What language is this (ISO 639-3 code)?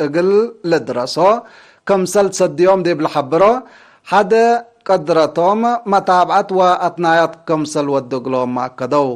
tig